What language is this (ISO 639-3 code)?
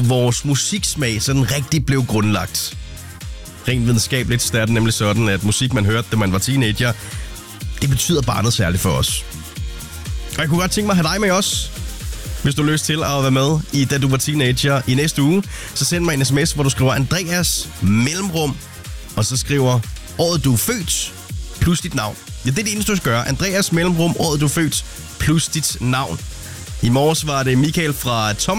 dan